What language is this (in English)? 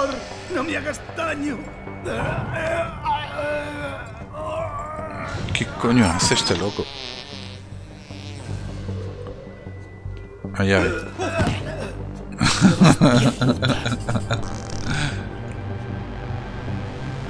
Spanish